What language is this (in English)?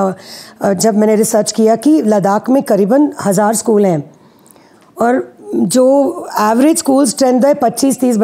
Hindi